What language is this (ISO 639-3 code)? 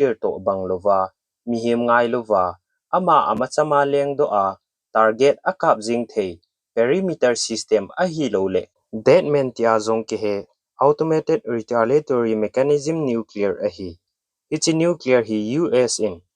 tcz